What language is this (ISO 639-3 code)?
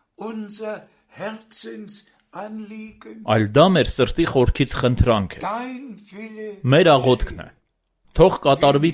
hye